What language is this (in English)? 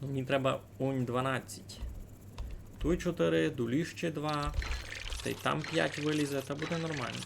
Rusyn